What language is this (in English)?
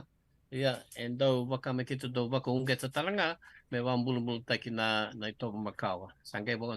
Fijian